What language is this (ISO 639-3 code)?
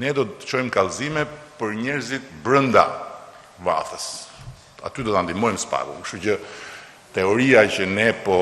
sqi